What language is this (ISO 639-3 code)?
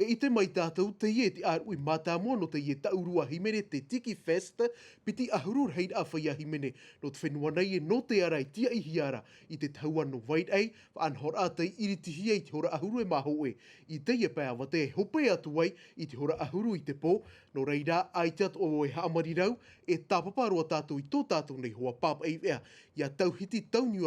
tah